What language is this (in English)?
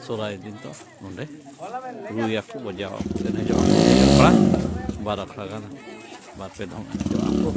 Santali